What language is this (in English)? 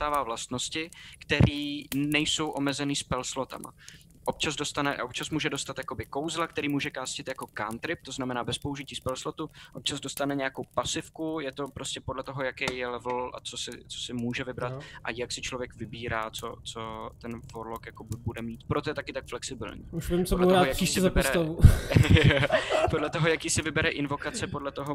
Czech